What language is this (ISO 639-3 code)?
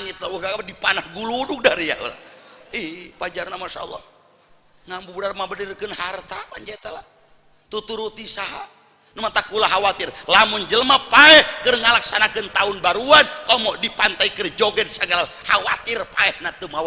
sun